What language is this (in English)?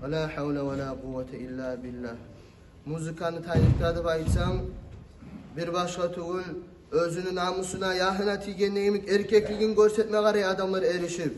Kumyk